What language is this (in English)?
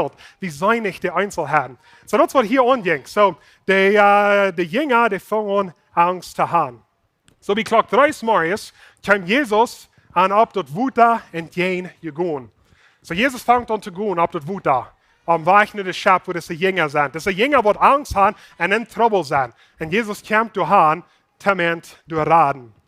Plautdietsch